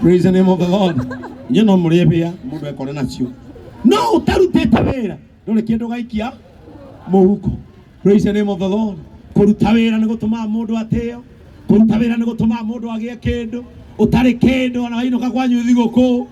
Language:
Kikuyu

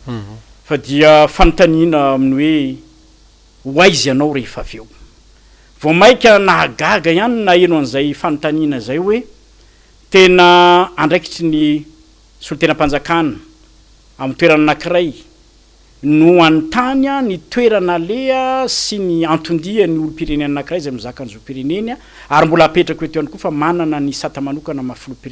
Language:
Malagasy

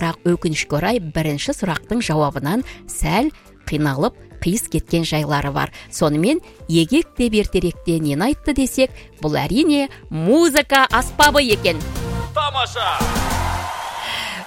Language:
Kazakh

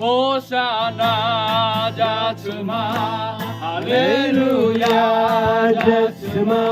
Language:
Akha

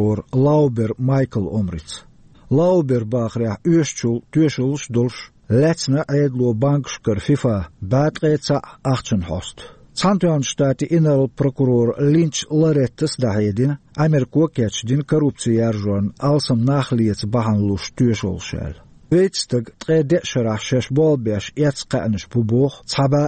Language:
Chechen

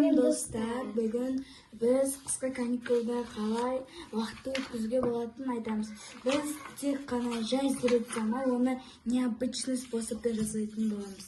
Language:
Kazakh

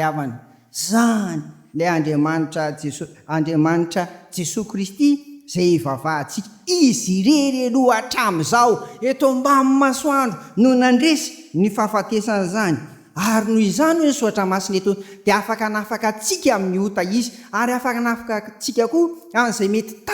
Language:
Malagasy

